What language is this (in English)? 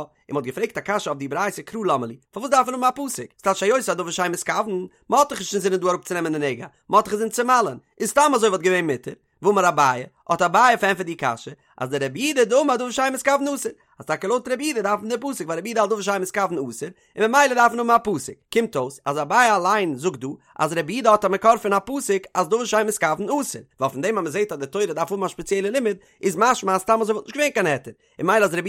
Yiddish